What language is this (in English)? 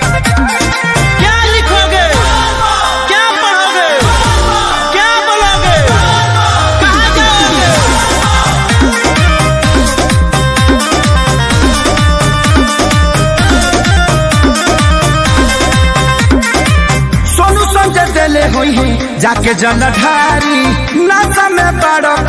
Bhojpuri